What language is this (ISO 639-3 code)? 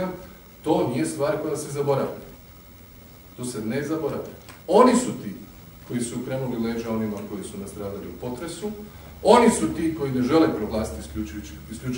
hrv